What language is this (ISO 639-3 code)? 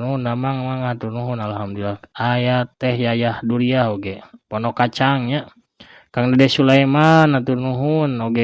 sun